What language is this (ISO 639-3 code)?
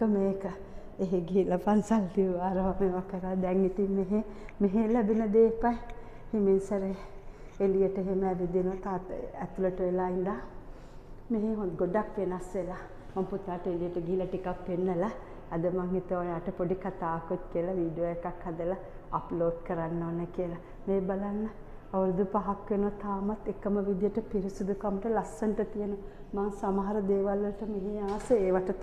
sin